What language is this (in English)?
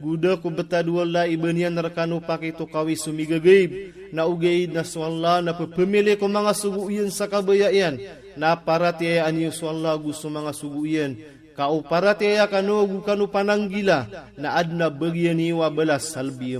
Maranao